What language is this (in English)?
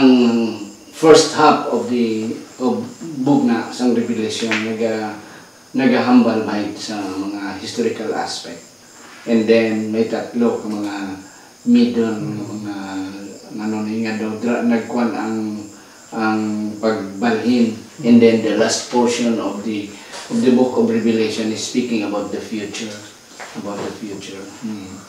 Hiligaynon